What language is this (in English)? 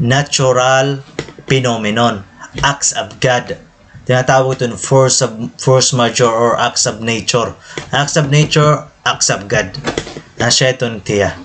Waray